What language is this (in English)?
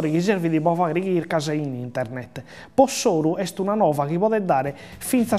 Sardinian